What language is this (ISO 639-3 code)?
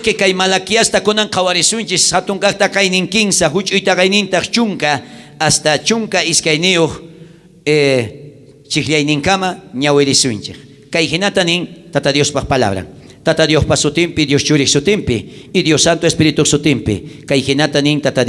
quh